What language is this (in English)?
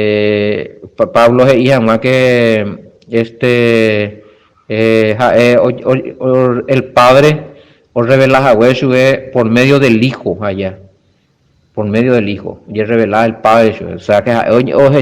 Guarani